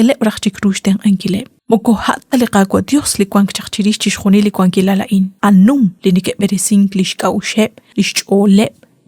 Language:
Kekchí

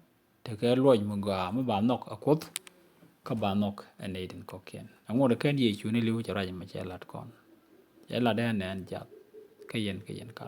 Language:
Nuer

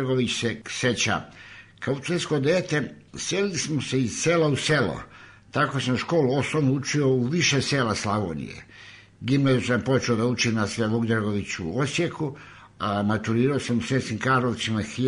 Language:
Serbian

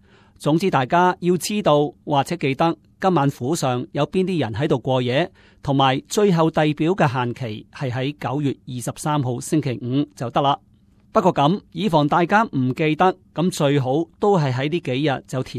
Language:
Cantonese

